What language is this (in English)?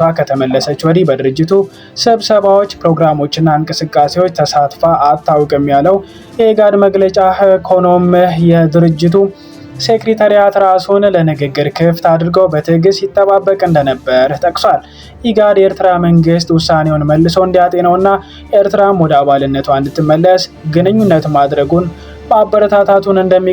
Amharic